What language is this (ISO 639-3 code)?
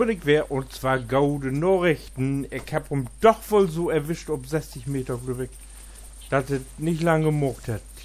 nds